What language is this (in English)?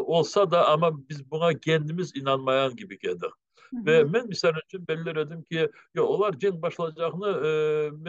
Crimean Tatar